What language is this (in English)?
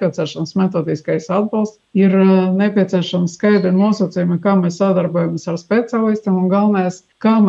Latvian